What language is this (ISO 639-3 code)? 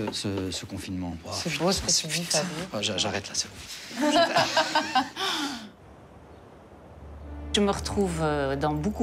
fra